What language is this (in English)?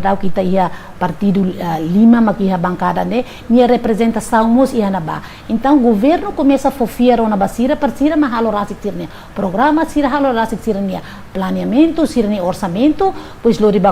Tetum